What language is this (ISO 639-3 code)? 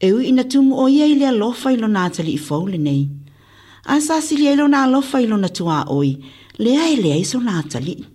smo